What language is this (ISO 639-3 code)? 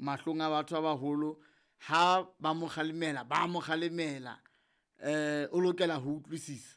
sot